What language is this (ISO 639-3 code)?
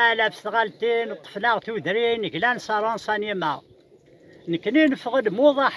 kab